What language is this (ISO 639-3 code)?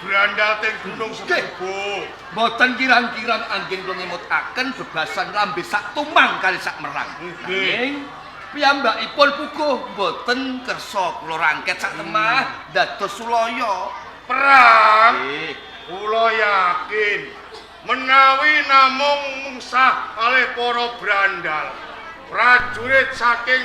jav